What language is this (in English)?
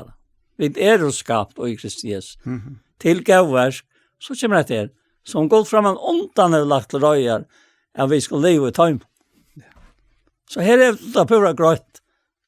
Faroese